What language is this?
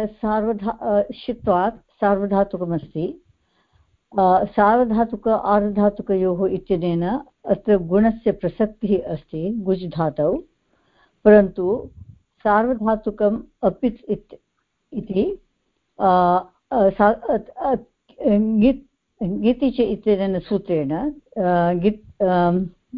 Sanskrit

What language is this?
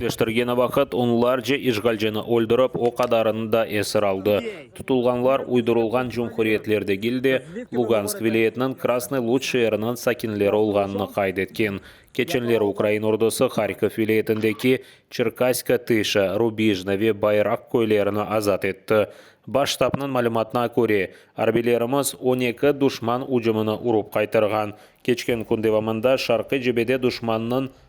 Crimean Tatar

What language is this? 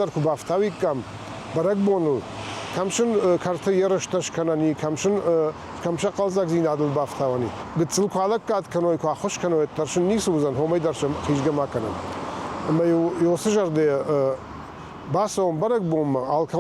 Ossetic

